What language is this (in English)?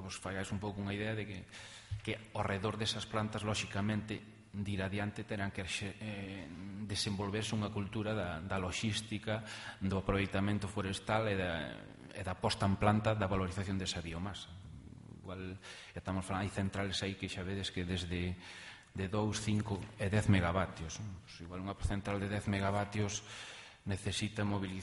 Galician